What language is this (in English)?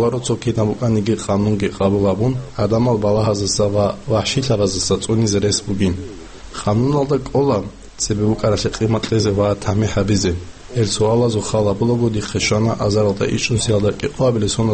Avaric